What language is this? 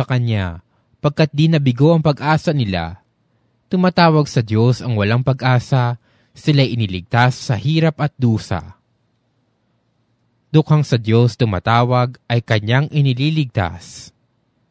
Filipino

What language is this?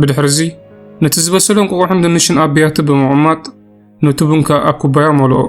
Tigrinya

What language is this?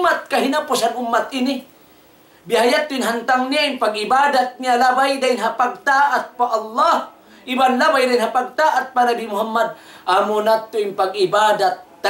Tausug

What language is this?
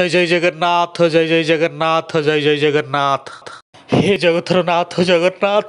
Odia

